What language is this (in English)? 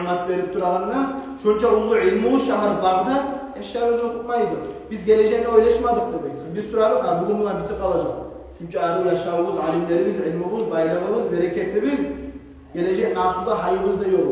Kumyk